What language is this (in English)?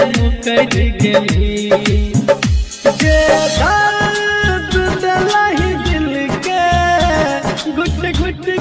Bhojpuri